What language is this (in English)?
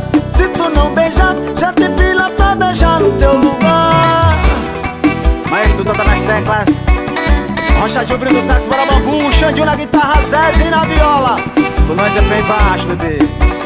Portuguese